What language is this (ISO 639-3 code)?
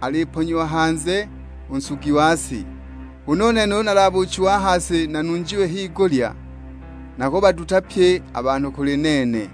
suk